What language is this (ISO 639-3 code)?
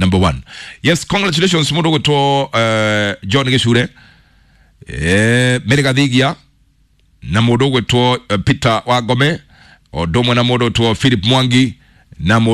kik